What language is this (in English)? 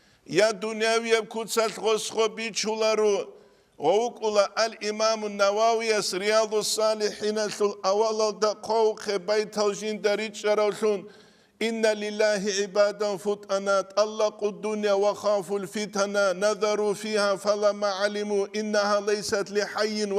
Avaric